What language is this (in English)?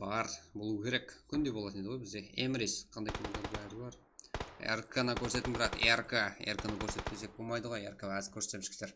Kara-Kalpak